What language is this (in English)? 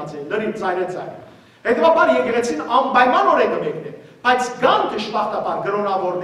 Western Armenian